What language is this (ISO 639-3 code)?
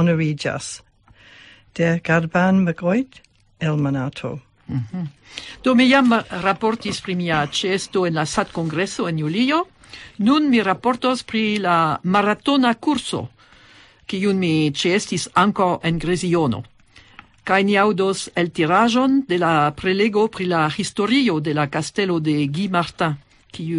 epo